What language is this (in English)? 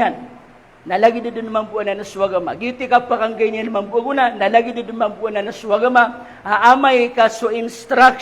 Maranao